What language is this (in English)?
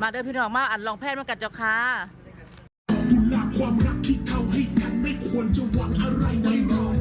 Lao